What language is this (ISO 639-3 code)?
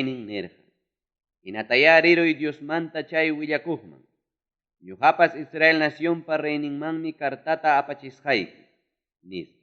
quy